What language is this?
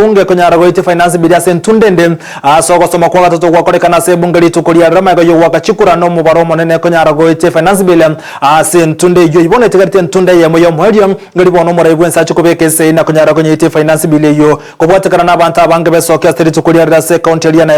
Gusii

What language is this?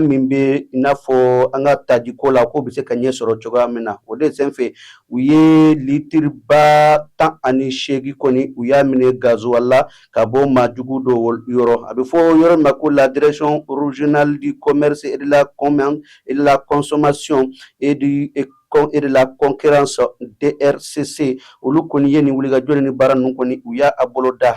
Bambara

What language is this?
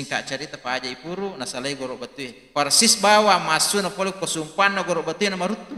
Buginese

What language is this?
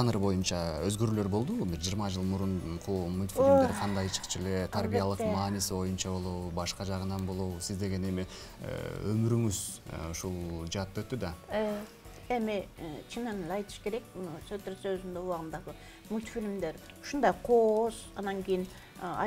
Kyrgyz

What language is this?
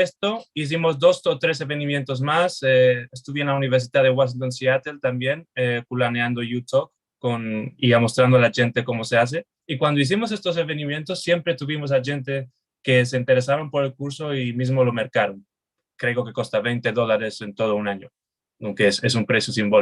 Ladino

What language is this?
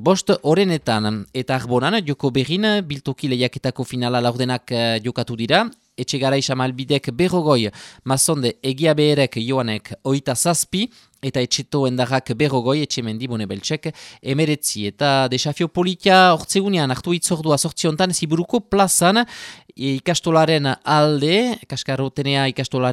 Basque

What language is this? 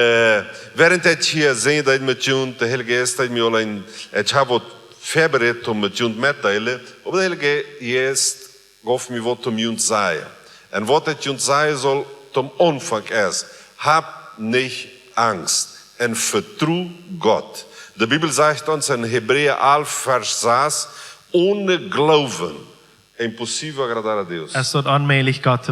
Plautdietsch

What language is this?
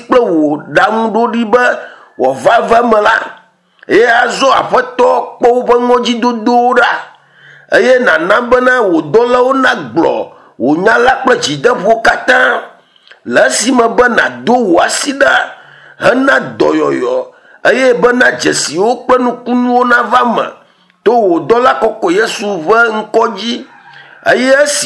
Ewe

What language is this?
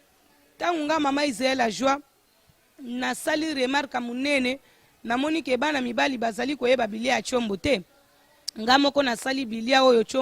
Lingala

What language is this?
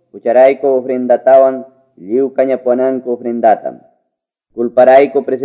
Quechua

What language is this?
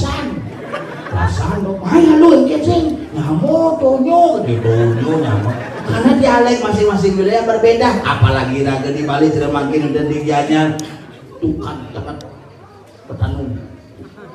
Balinese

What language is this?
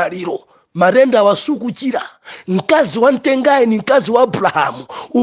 Nyanja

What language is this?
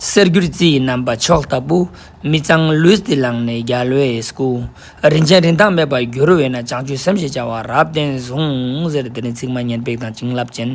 Ladakhi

